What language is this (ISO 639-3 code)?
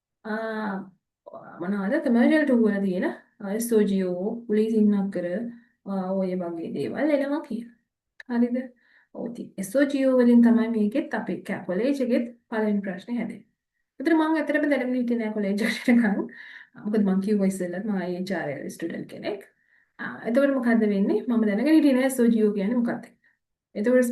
sin